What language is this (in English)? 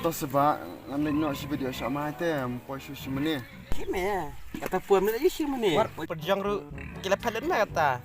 Khasi